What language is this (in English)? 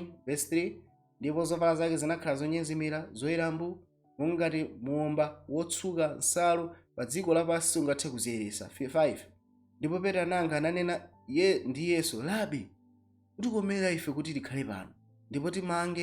Nyanja